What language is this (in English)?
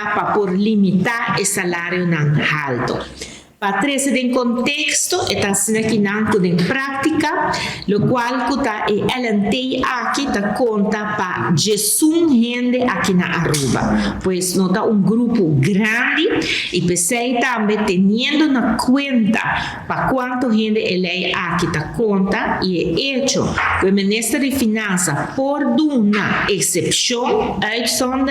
Papiamento